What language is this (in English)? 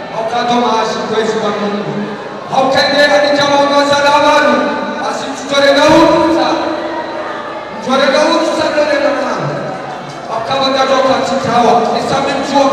Swahili